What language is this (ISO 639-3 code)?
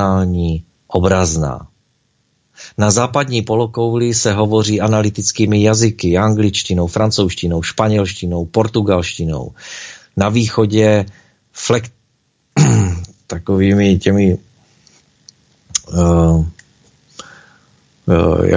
ces